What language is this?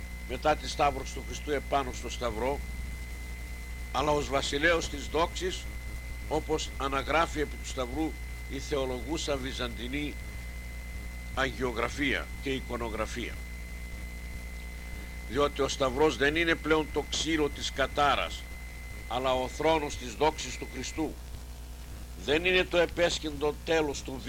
Greek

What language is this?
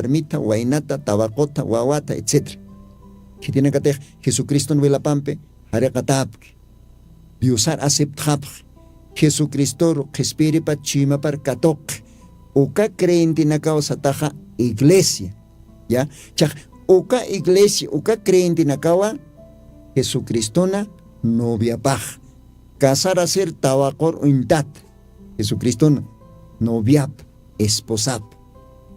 Aymara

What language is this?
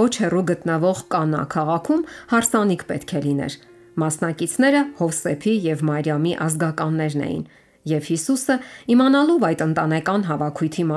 Armenian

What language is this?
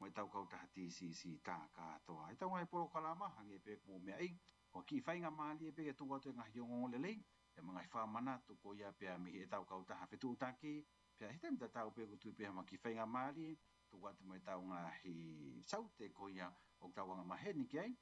Tongan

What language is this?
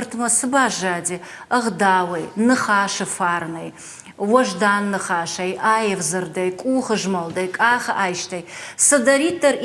Ossetic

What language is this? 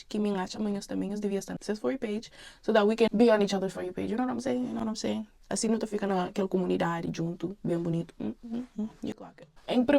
Kabuverdianu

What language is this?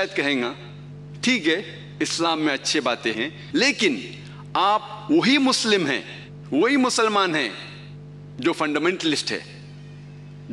Urdu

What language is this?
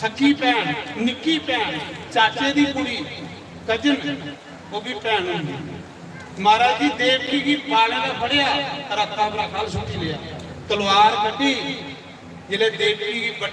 Dogri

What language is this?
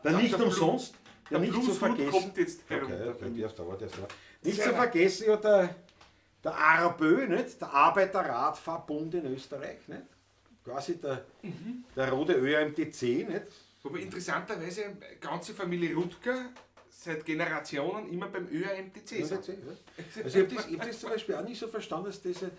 Bavarian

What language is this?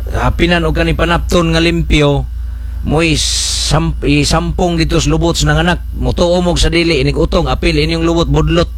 Cebuano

